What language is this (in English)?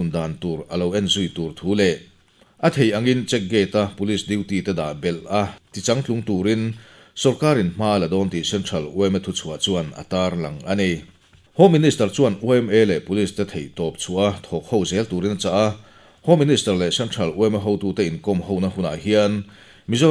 Mizo